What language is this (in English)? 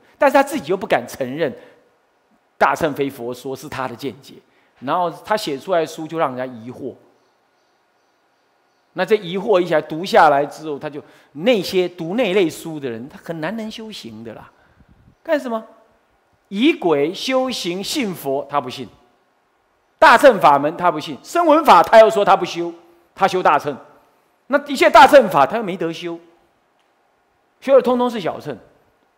Chinese